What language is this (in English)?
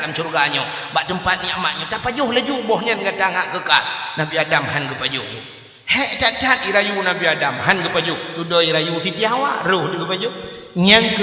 Achinese